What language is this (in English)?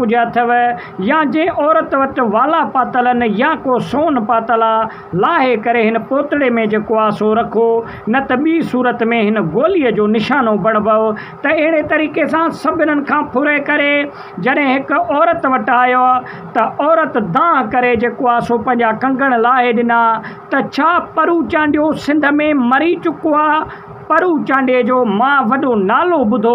Sindhi